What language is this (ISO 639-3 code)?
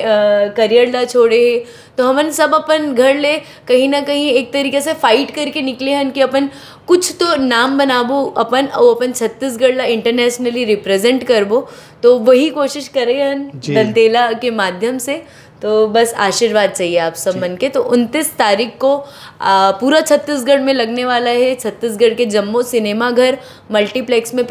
hne